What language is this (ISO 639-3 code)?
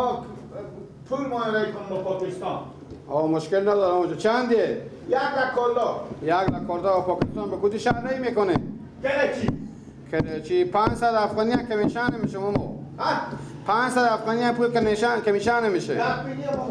fas